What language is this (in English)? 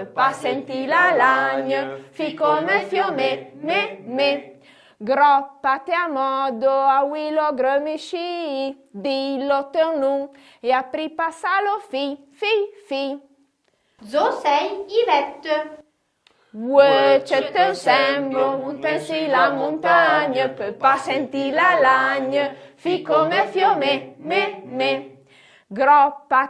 Arpitan